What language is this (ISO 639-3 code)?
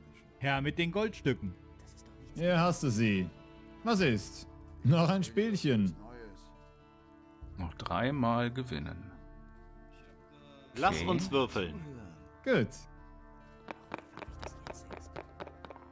deu